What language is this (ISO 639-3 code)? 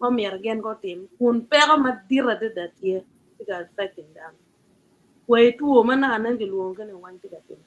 ach